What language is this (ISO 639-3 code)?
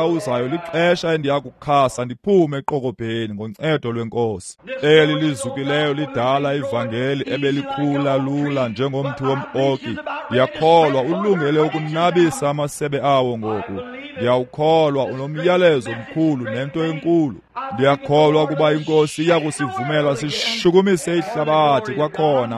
xho